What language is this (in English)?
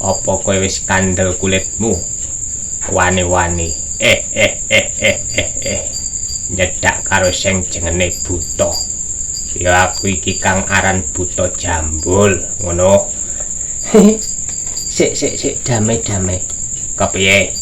Javanese